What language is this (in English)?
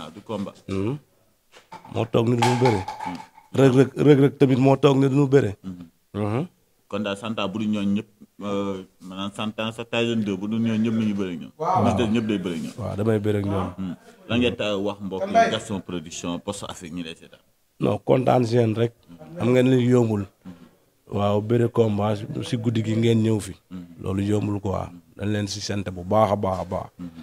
Wolof